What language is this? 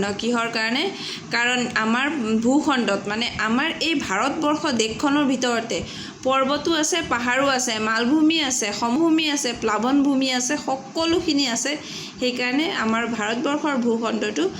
Assamese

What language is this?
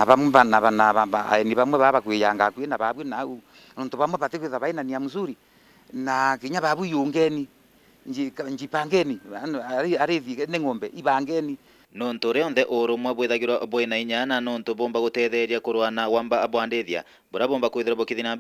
Meru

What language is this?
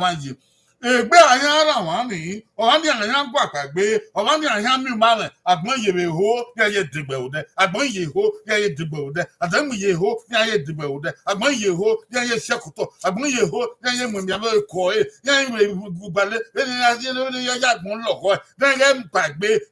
Bini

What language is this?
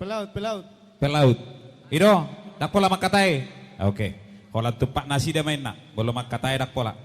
Batak Toba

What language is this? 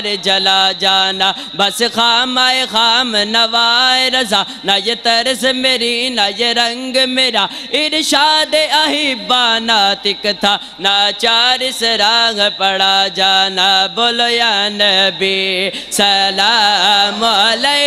Urdu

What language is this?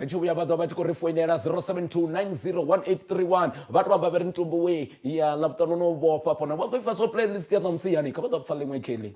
Venda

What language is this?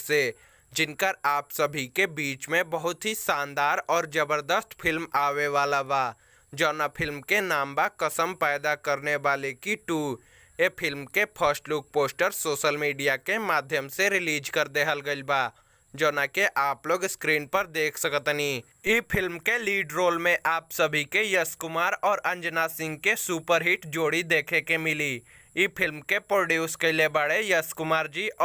Bhojpuri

